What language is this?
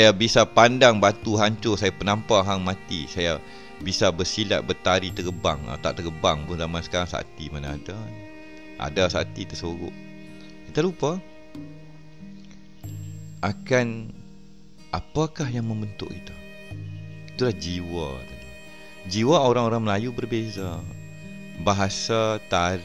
Malay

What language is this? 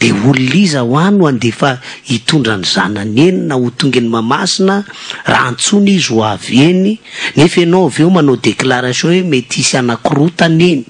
Malagasy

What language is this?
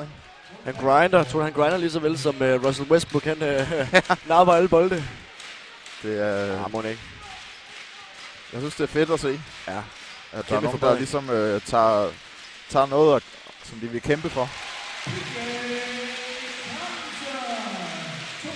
Danish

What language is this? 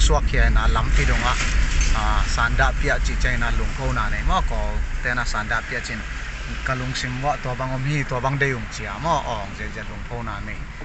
Paite Chin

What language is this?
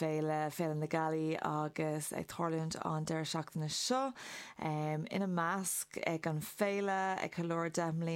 Irish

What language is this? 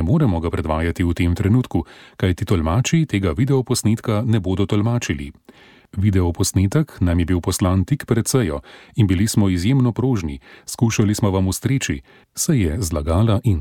Slovenian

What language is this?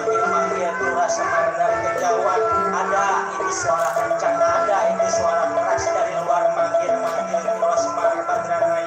Betawi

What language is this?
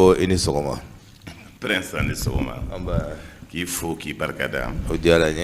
Bambara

